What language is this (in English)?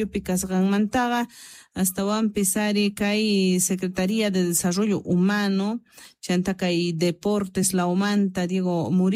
South Bolivian Quechua